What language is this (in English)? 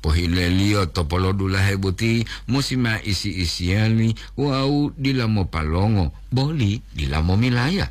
Gorontalo